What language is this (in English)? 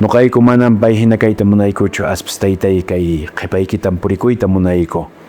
Quechua